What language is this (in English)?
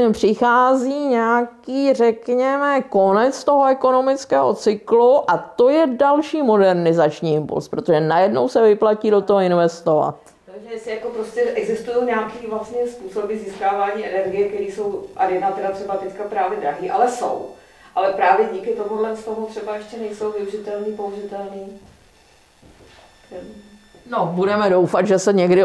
Czech